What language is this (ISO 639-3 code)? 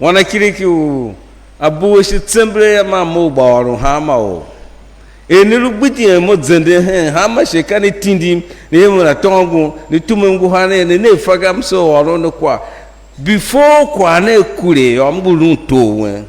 tiv